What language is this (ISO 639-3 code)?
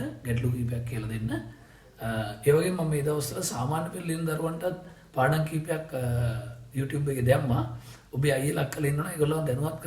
sin